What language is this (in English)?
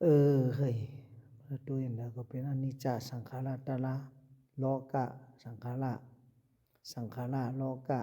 Shan